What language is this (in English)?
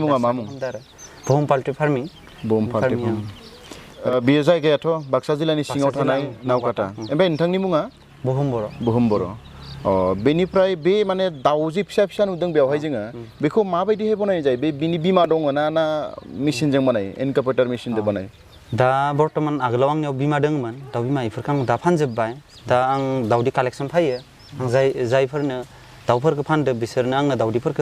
Bodo